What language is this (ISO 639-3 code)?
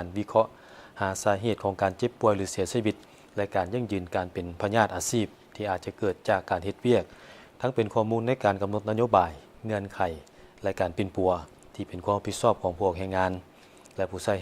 lao